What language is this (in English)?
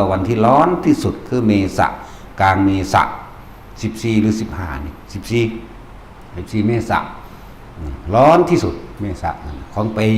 Northeastern Thai